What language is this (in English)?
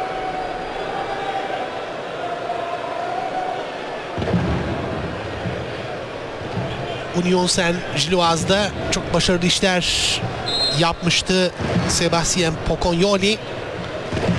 Turkish